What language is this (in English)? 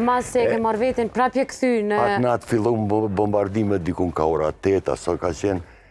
Albanian